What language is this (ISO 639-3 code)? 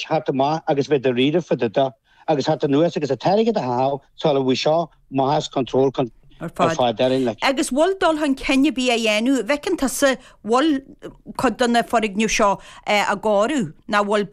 gle